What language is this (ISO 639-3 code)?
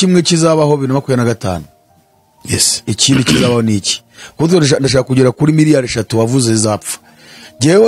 kin